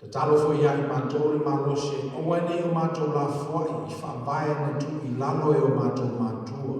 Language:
Samoan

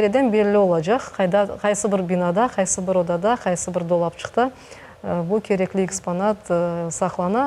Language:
Crimean Tatar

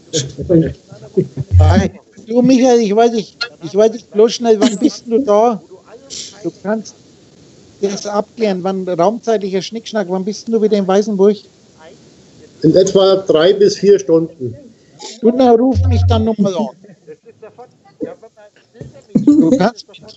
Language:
German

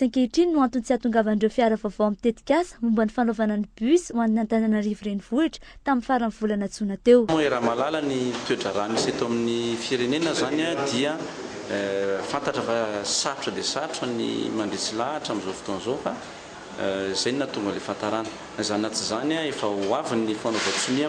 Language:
Malagasy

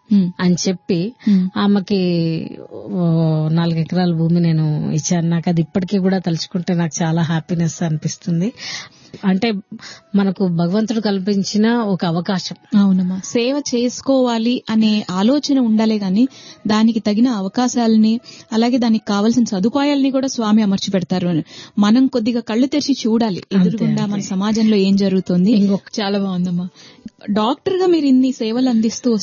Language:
Telugu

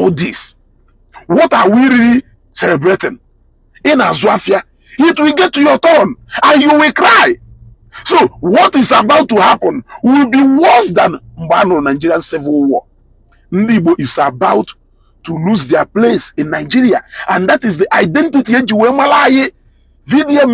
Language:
Igbo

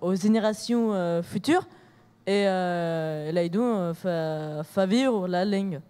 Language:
Occitan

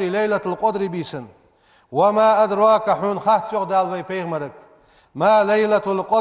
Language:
Ingush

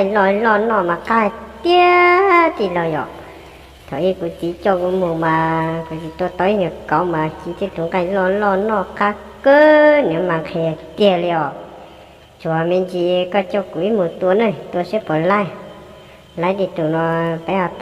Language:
Hmong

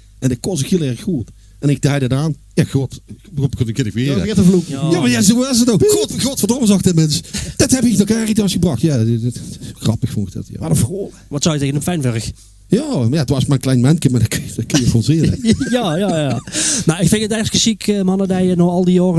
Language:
Limburgish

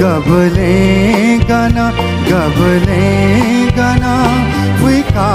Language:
Newari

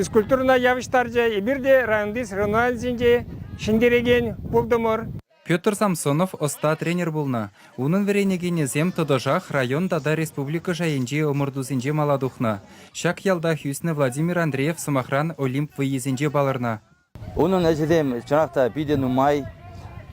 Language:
Chuvash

